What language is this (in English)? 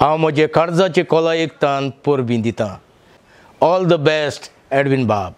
Konkani